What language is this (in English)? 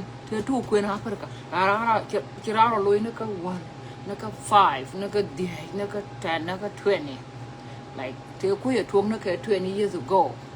Nuer